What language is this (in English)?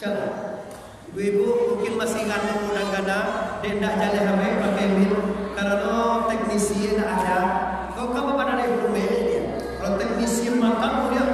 Minangkabau